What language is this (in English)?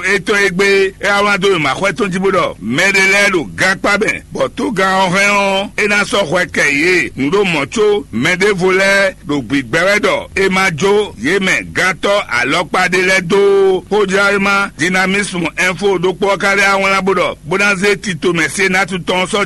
Fon